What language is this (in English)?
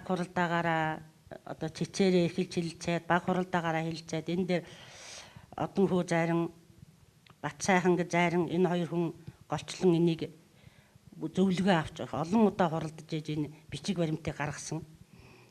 Mongolian